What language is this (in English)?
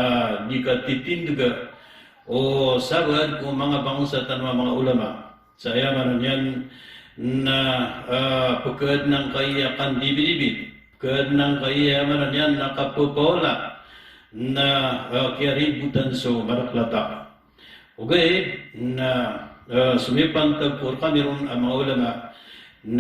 Maranao